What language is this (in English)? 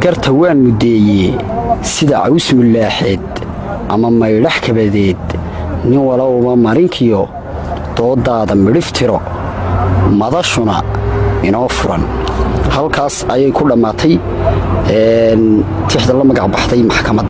Somali